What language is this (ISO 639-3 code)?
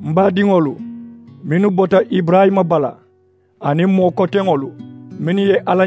man